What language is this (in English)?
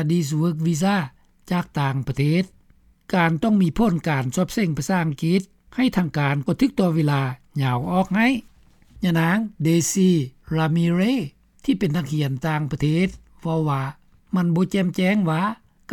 Lao